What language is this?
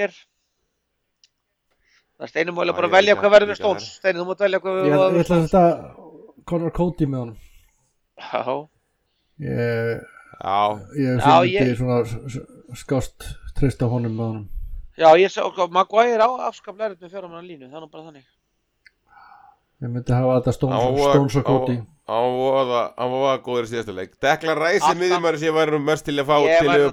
Icelandic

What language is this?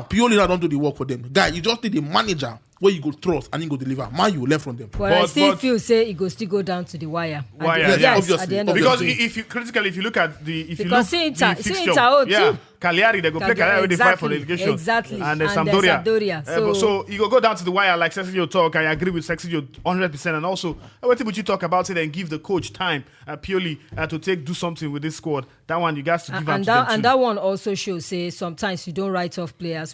Nigerian Pidgin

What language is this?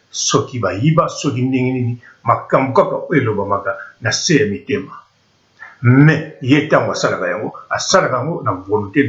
Lingala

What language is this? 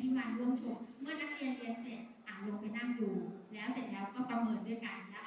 Thai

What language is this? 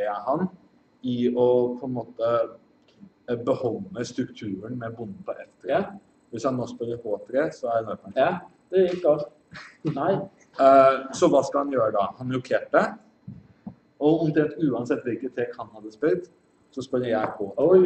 Norwegian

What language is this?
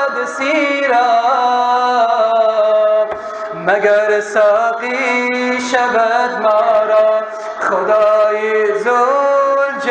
Tajik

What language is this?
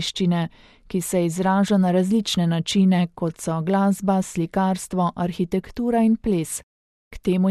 Slovenian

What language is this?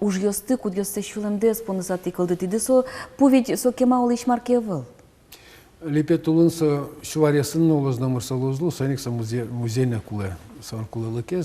Udmurt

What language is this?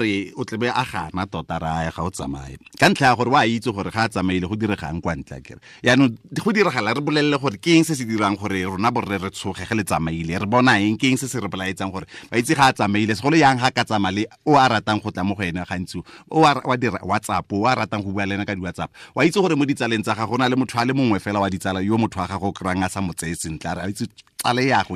Tswana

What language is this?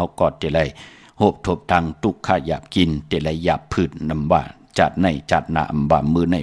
Shan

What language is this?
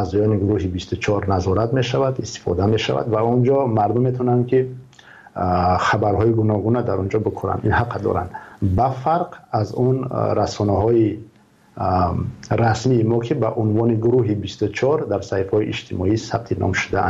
Tajik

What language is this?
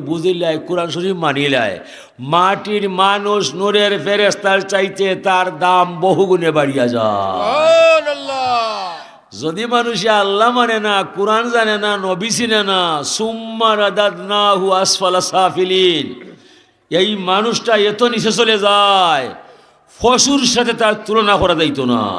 Sylheti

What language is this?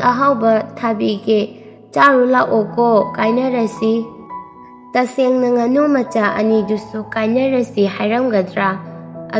Manipuri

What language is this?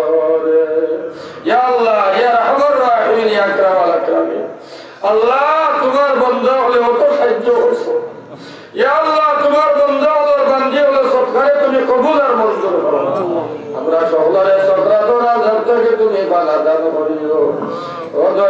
Sylheti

